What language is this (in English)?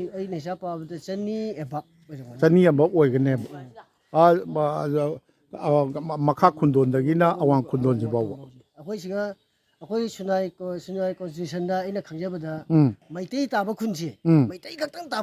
Manipuri